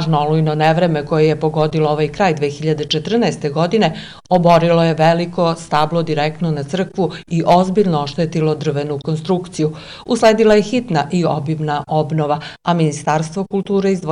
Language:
Serbian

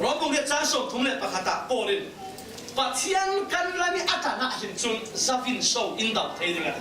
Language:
Falam Chin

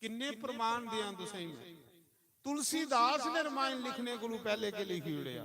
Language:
Dogri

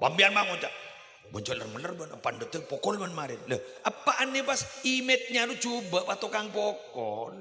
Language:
Madurese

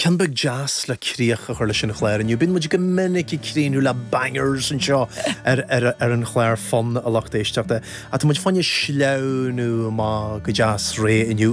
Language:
Irish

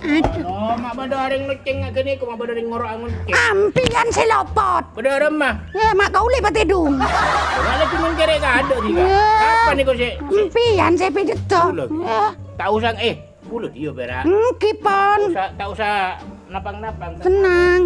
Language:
Madurese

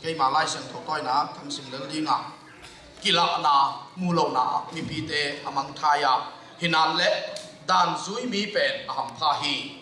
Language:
Tedim Chin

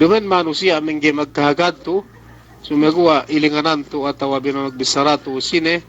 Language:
Yakan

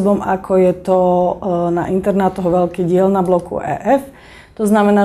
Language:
Slovak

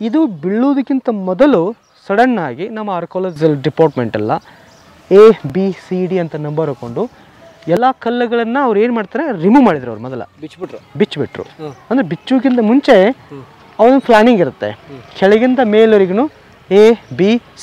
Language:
Kannada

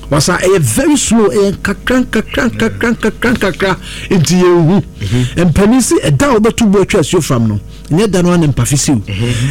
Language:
Akan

